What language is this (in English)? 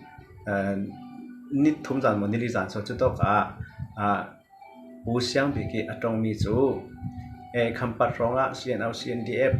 Falam Chin